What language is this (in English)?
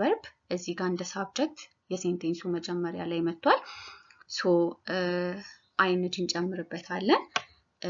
Amharic